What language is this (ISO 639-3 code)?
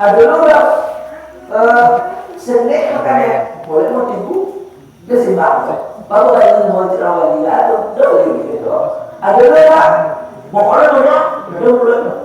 min